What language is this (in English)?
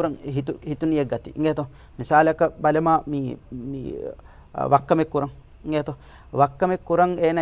Divehi